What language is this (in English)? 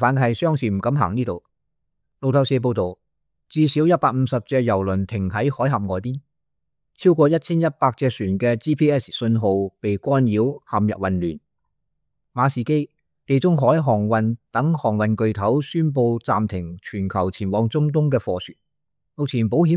Cantonese